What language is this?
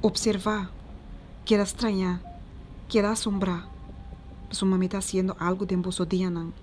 Papiamento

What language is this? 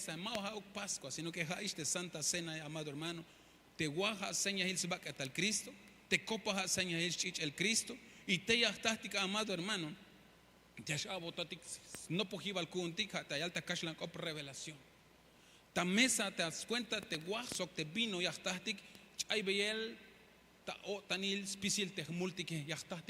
Tzeltal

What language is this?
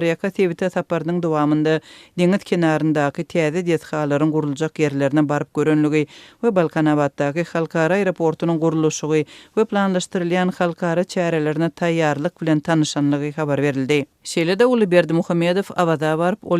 Turkmen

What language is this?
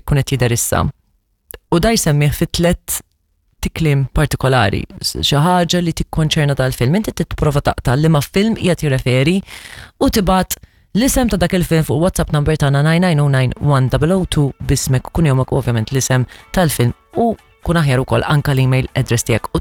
Maltese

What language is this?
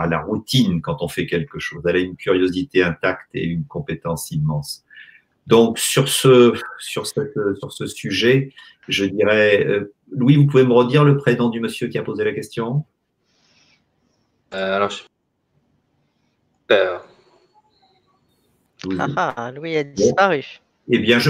French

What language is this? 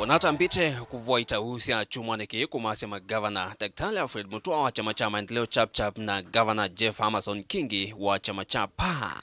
Kamba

